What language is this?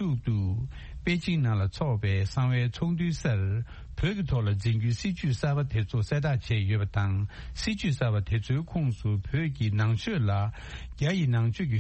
Tibetan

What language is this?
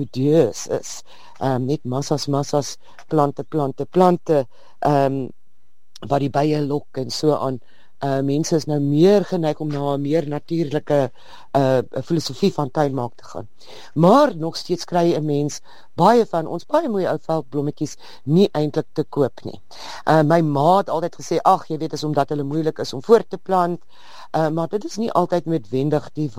Afrikaans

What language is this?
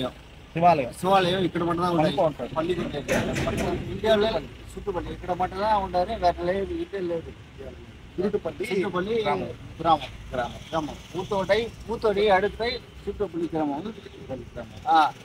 Telugu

